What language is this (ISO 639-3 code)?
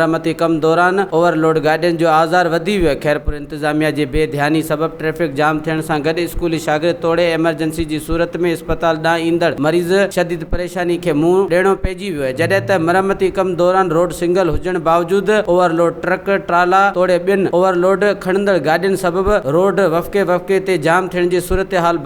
snd